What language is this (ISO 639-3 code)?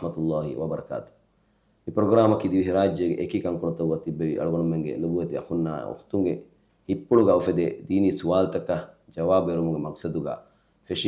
div